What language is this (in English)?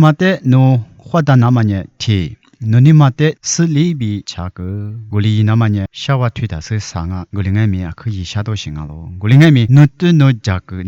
Lisu